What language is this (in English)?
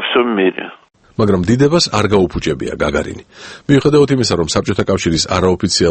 Georgian